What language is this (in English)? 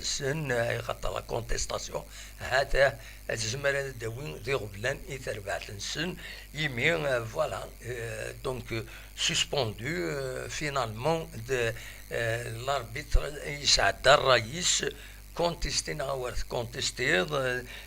Kabyle